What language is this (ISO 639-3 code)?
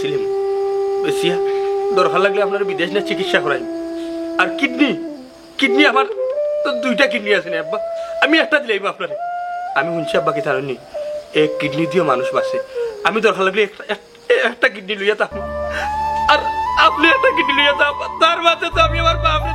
syl